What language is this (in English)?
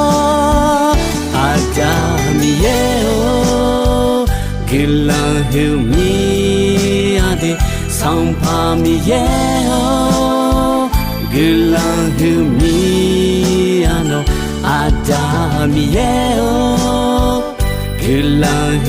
Akha